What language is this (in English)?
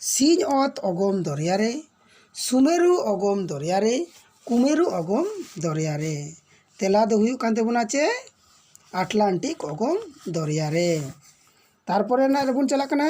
Santali